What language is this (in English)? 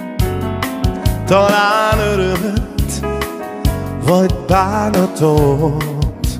Hungarian